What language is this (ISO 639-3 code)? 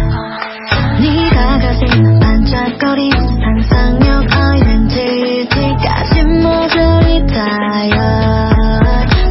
kor